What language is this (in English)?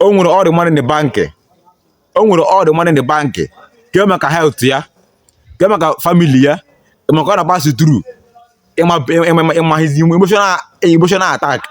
Igbo